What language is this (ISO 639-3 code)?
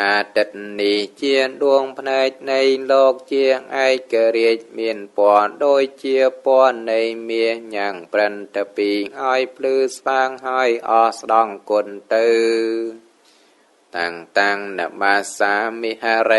khm